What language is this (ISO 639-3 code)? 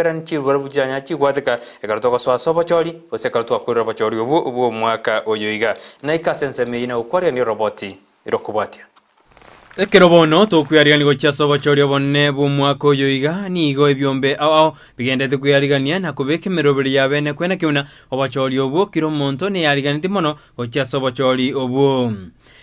guz